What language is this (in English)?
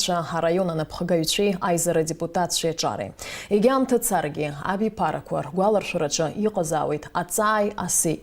Abkhazian